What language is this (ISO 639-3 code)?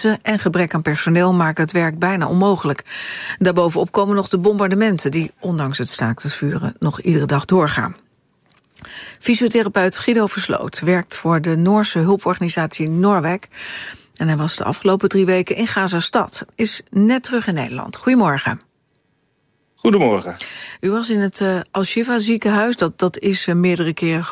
nld